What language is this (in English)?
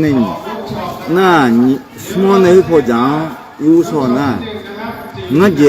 Akha